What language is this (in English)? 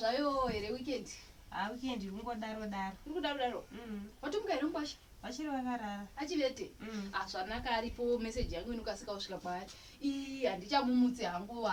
Shona